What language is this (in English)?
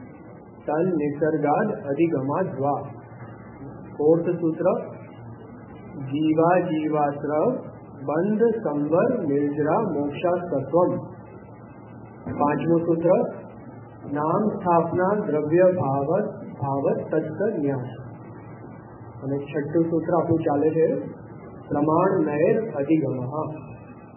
Gujarati